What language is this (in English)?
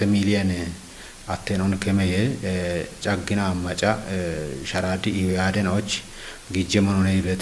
Kafa